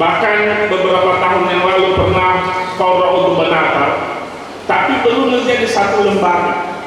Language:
Nias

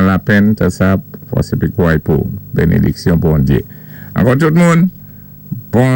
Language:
Saint Lucian Creole French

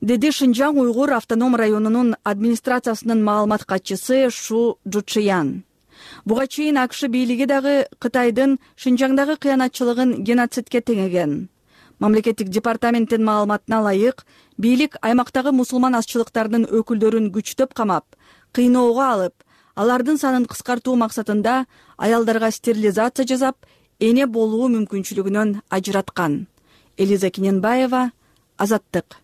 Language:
Kyrgyz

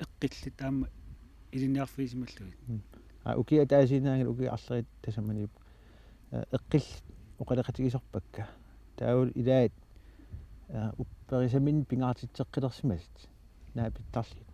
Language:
Kalaallisut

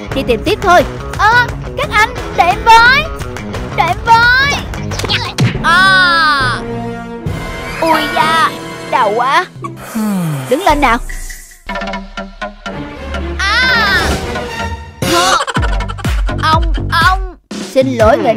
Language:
Vietnamese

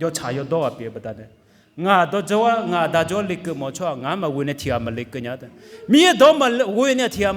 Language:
Akha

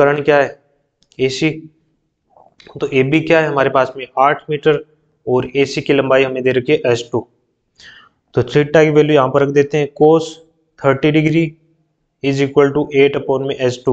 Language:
Hindi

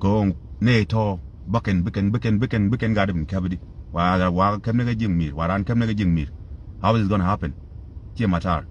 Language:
Nuer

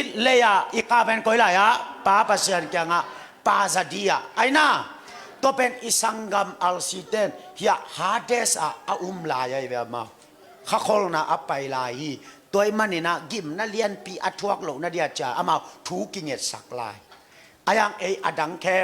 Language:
Tedim Chin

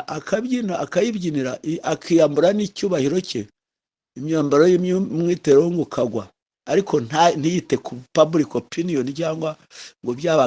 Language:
Kinyarwanda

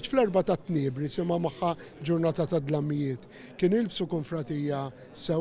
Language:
Maltese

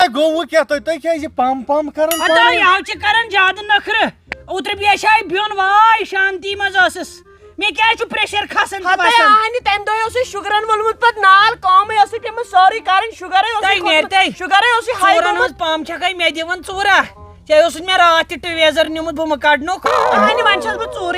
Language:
Kashmiri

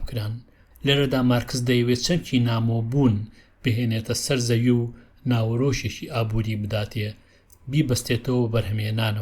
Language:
Central Kurdish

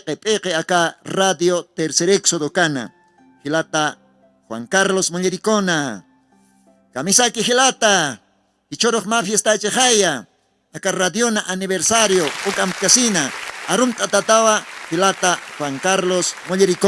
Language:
Aymara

